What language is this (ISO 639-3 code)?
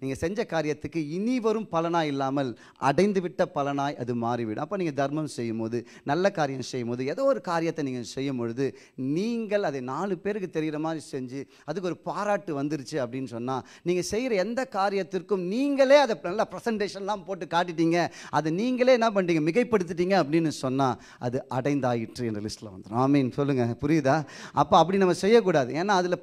tam